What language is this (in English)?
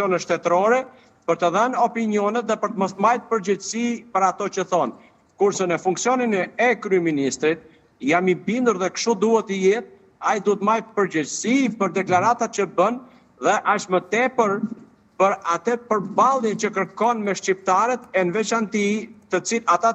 Albanian